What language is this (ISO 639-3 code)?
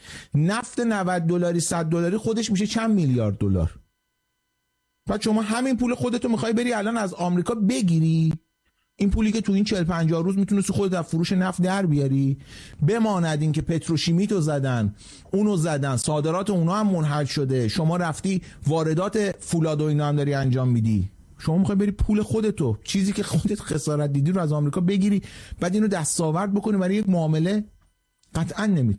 fas